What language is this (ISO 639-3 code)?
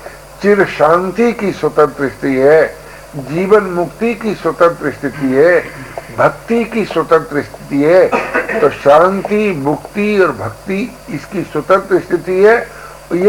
hin